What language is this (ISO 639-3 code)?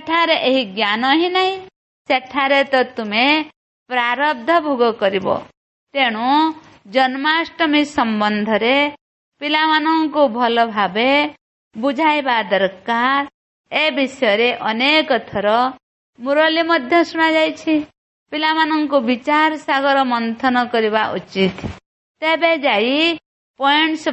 ori